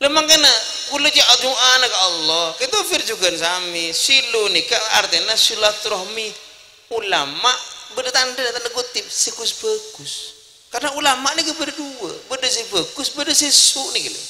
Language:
Madurese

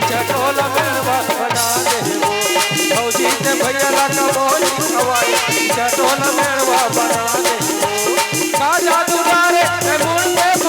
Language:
Chhattisgarhi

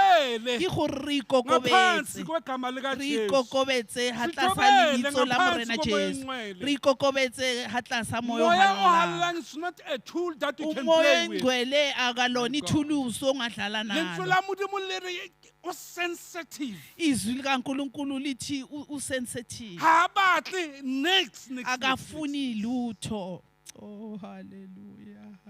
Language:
Southern Sotho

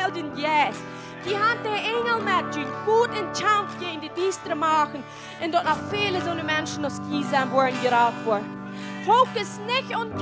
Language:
Plautdietsch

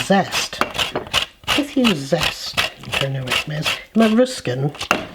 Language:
Cornish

